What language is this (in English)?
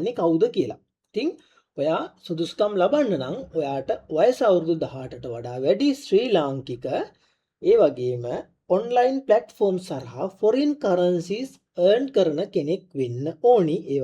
Sinhala